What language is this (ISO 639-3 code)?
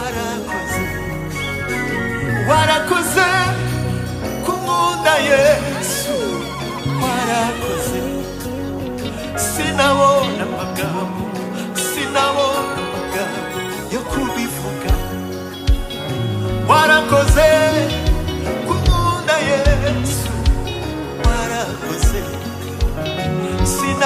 kin